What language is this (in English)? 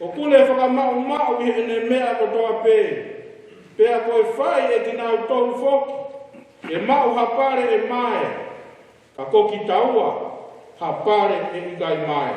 Tongan